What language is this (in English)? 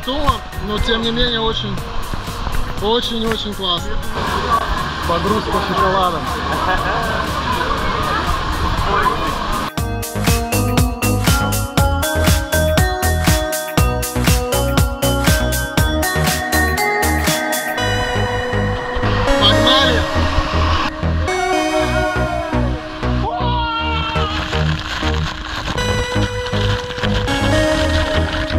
Russian